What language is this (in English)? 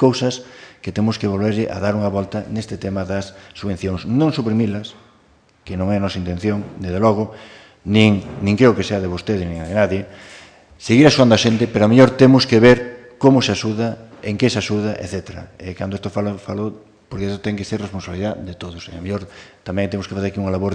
Galician